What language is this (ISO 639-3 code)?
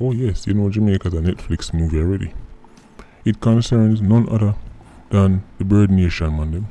jam